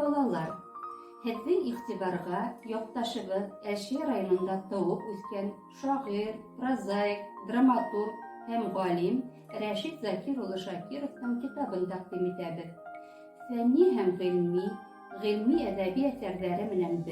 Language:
Bashkir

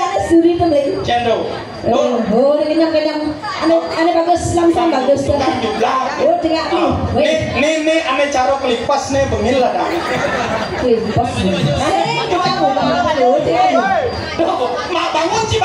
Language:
Balinese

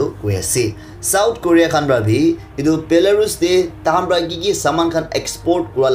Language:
Naga Pidgin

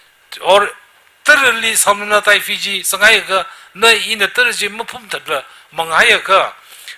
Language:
Tangkhul Naga (India)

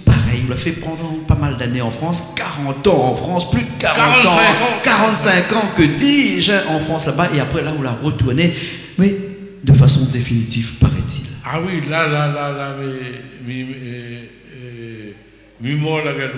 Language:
Réunion Creole French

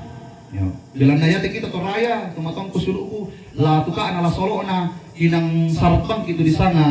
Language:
Toraja-Sa'dan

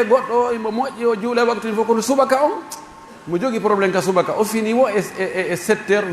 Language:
Pular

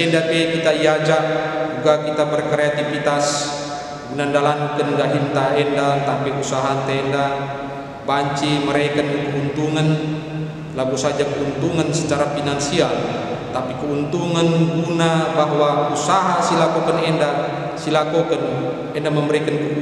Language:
Batak Karo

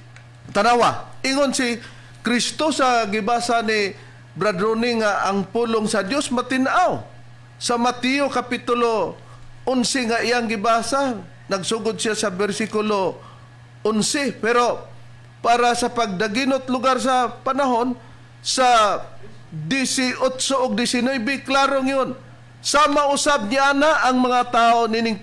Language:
Cebuano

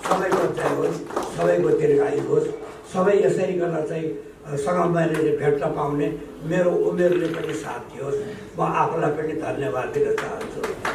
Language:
Nepali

